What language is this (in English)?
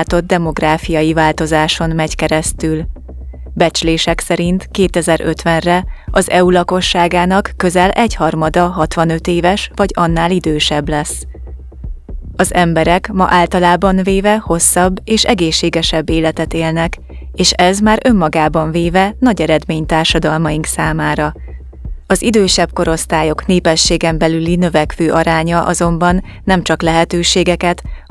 Hungarian